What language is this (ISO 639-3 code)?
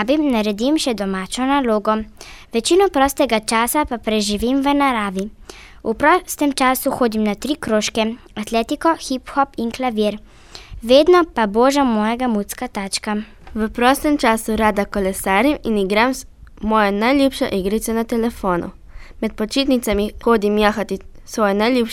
slv